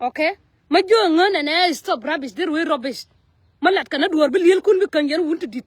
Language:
Nuer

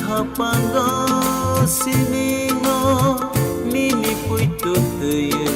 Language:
Kok Borok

